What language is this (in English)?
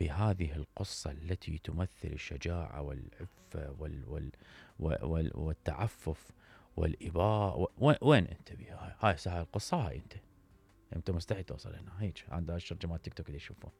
Mesopotamian Arabic